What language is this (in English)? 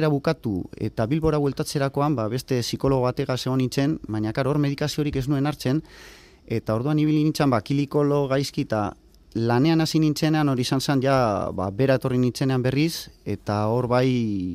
Basque